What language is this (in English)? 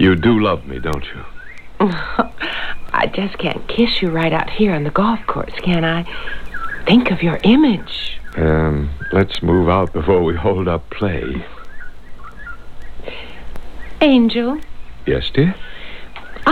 English